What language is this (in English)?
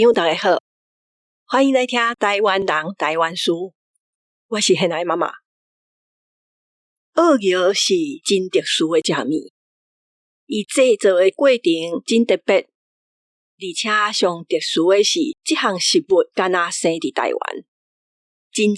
Min Nan Chinese